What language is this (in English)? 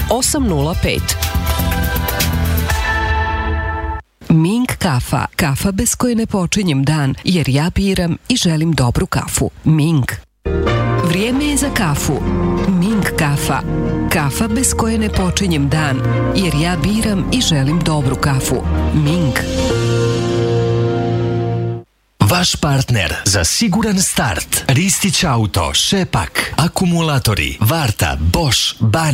Serbian